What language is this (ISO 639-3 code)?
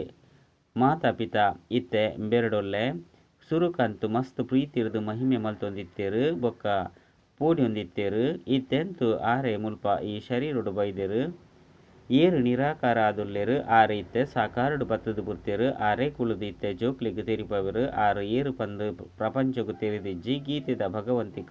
tcy